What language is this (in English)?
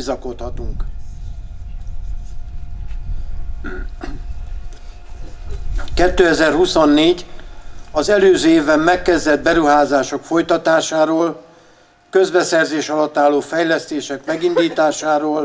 Hungarian